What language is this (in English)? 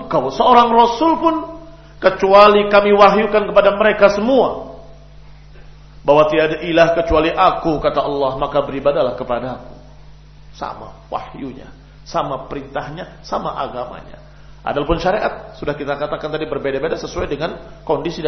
Indonesian